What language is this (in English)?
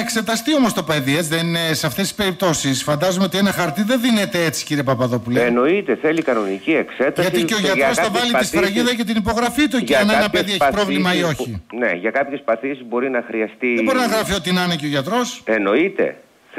Greek